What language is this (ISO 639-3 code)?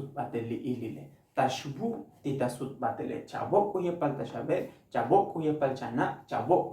tzo